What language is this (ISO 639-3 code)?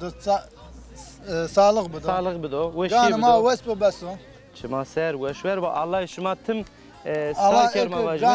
zza